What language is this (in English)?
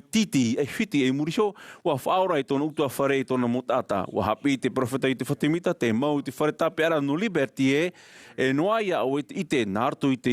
Tahitian